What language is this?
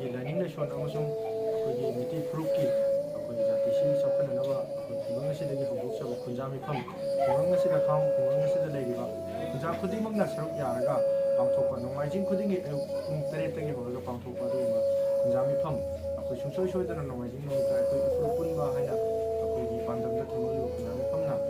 Manipuri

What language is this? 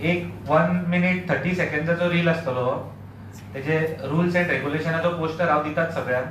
Konkani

